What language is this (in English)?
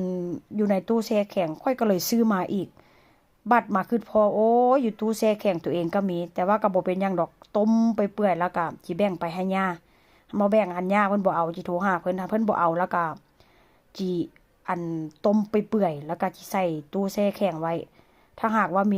Northeastern Thai